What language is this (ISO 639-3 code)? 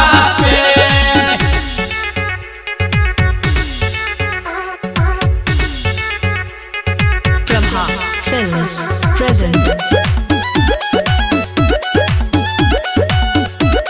bho